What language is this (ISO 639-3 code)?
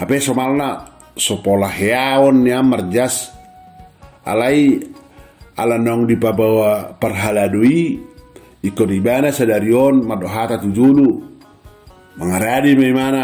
bbc